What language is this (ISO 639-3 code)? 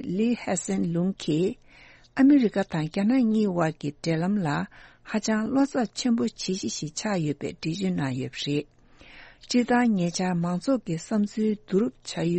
bod